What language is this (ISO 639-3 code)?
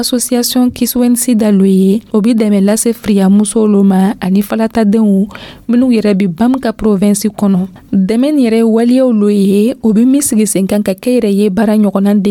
dyu